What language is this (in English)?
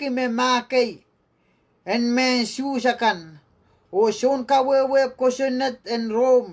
Pohnpeian